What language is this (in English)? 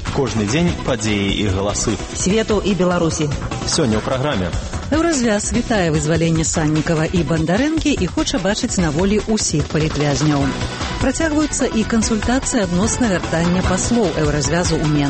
Belarusian